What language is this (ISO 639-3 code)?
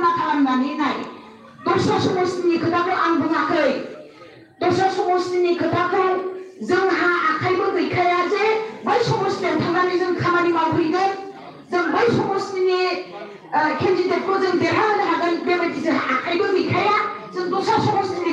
brx